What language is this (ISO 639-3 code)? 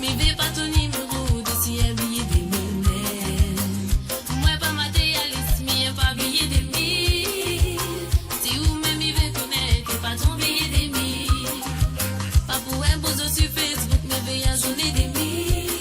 mfe